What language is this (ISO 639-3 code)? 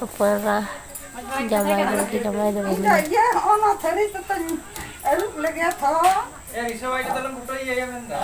sat